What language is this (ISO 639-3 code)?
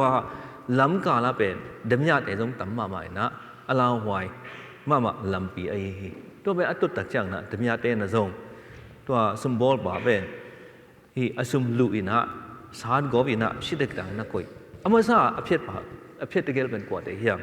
ctd